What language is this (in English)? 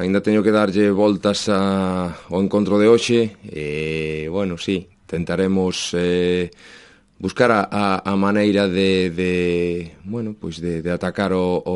Galician